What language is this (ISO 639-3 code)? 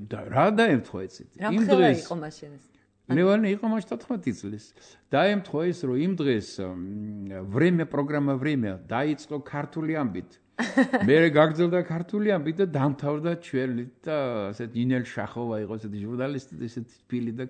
kat